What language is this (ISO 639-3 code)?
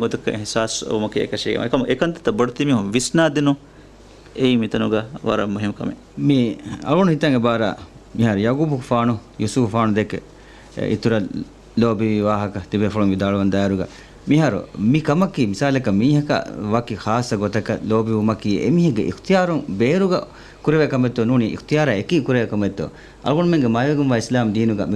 div